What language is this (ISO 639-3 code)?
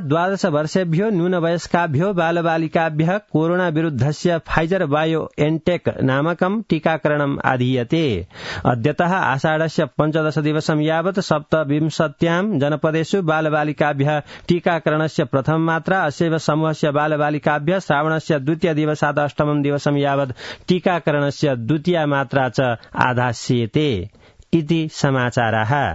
san